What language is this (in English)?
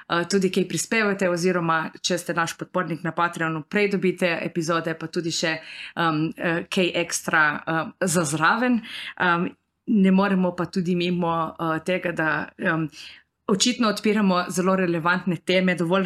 Slovenian